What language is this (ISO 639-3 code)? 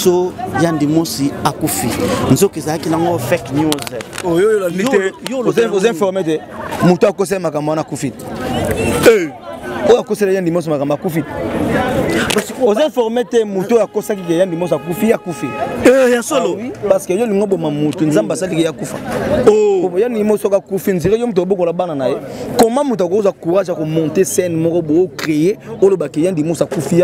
lin